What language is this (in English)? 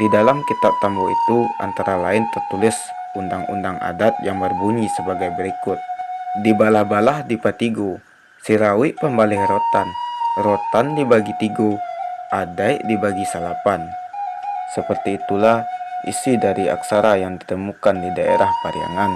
Minangkabau